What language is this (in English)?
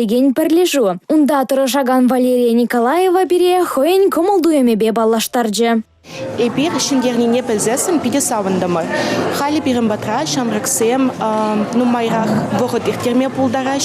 Chuvash